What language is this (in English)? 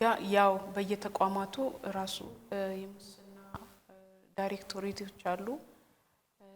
Amharic